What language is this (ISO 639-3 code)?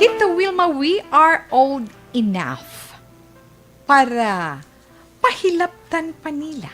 hil